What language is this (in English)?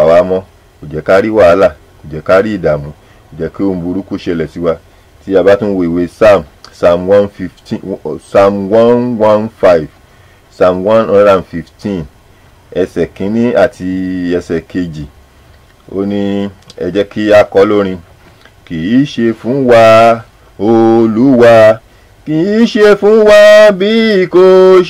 Yoruba